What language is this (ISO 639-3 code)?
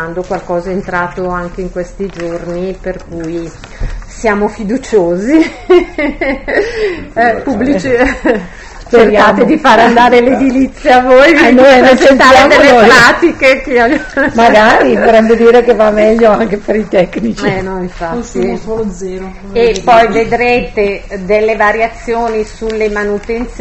ita